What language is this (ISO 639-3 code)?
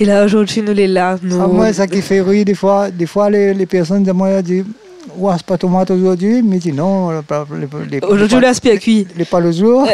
rcf